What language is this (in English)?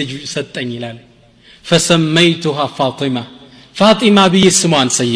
Amharic